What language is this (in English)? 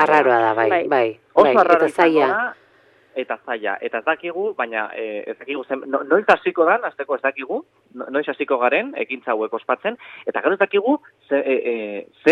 Basque